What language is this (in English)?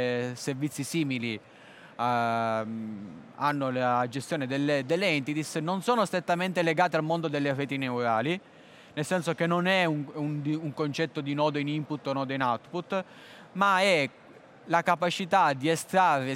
Italian